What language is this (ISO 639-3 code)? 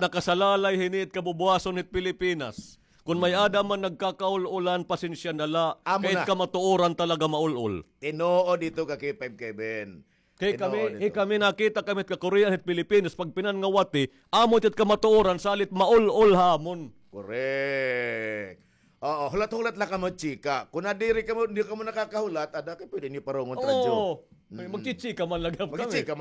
war